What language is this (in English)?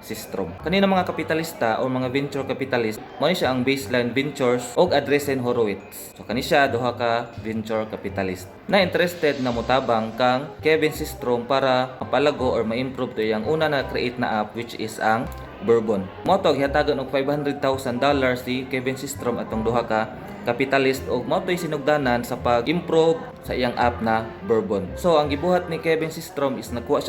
Cebuano